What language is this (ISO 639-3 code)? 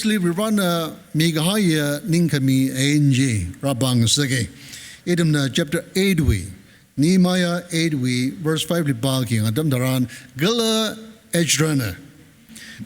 nmf